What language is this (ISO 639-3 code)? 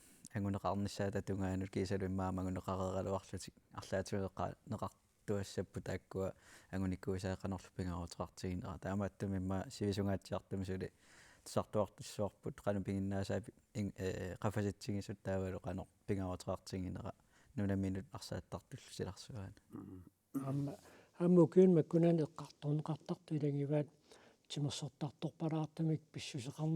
kal